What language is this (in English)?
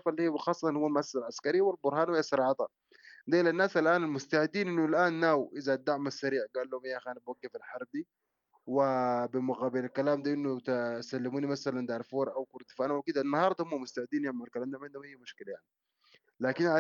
Sudanese Arabic